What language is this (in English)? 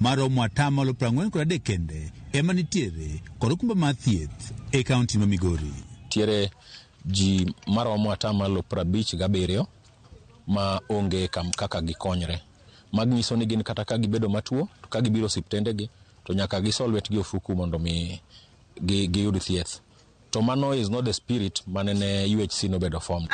Luo (Kenya and Tanzania)